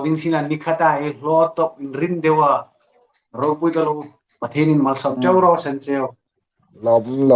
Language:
Hmar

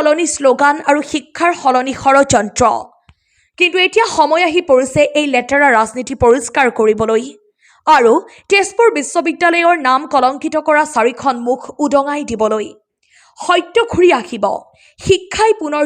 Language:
Assamese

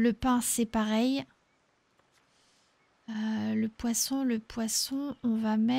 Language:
French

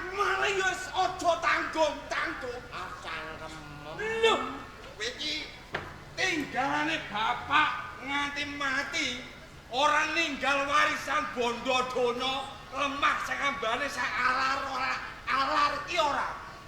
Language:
Javanese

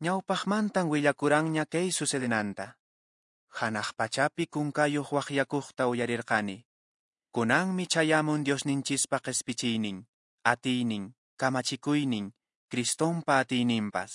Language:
Quechua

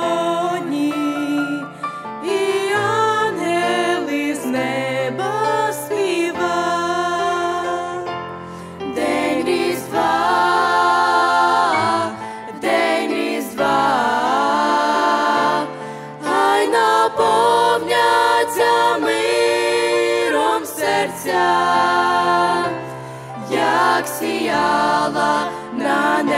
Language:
Ukrainian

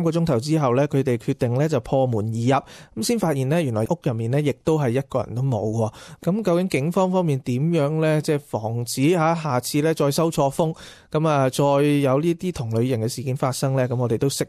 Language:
Cantonese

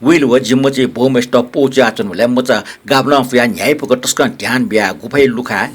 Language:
Newari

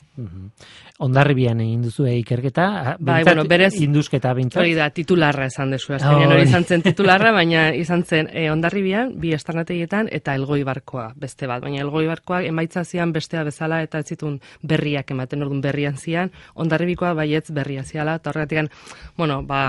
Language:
Basque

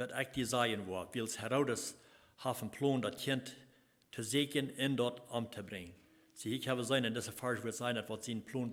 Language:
Plautdietsch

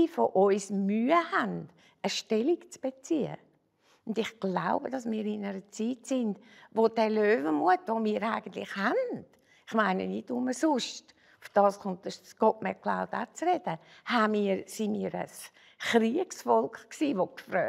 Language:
Swiss German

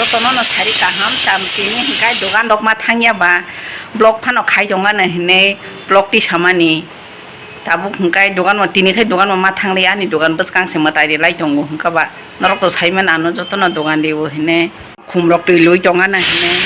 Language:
Kok Borok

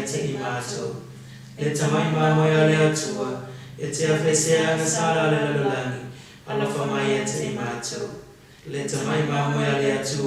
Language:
Samoan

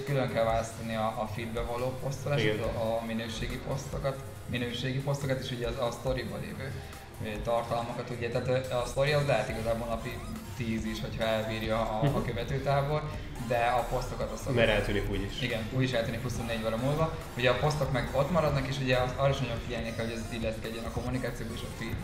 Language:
Hungarian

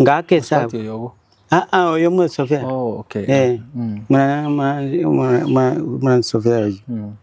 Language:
Gusii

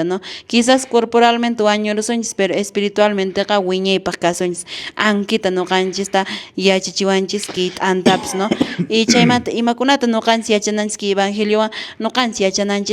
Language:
Quechua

